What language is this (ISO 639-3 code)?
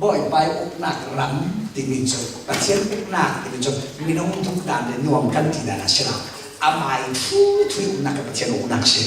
cfm